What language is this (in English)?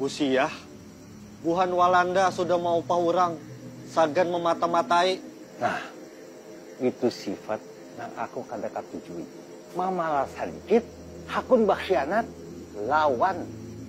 Banjar